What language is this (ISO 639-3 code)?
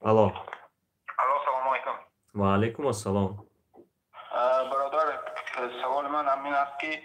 tgk